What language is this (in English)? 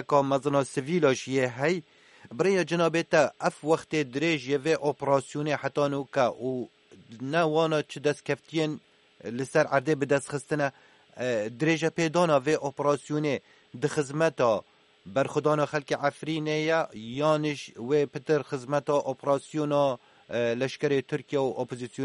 Kurdish